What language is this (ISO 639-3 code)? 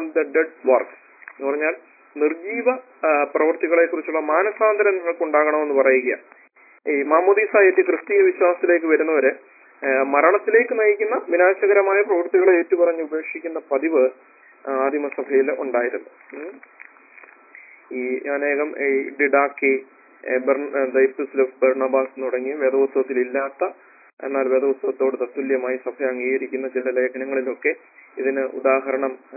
mal